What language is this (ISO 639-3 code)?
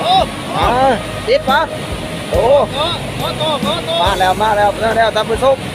lao